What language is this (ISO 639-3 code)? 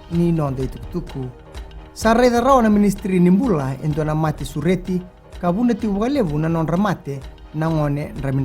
fij